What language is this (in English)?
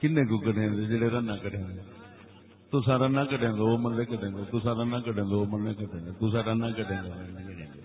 Saraiki